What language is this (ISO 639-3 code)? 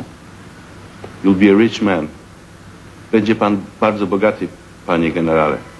pol